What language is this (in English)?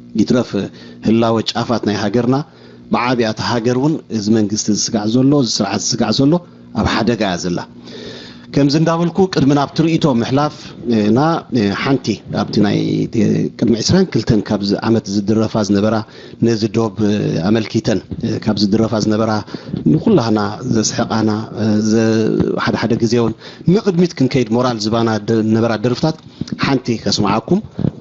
Tigrinya